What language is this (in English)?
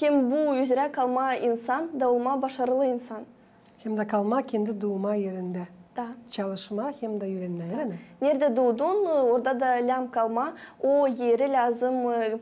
Gagauz